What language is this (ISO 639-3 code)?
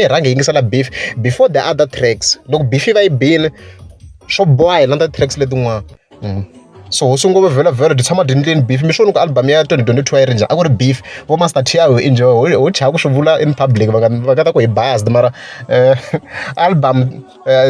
tso